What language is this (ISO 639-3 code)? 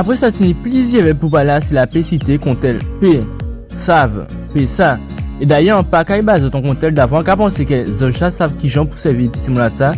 gcf